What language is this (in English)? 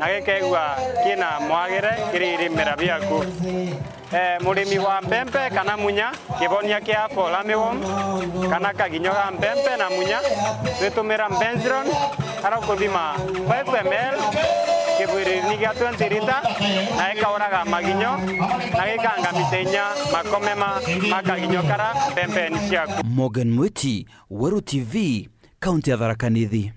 Meru